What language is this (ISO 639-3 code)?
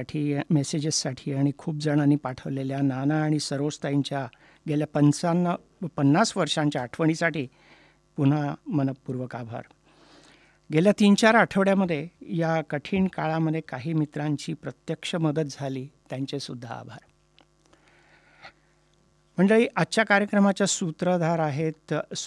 mar